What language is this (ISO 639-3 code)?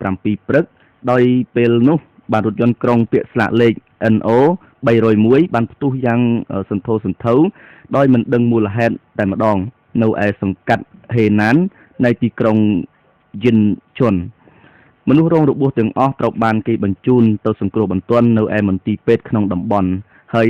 khm